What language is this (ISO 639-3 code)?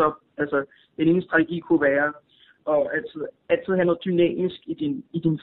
dan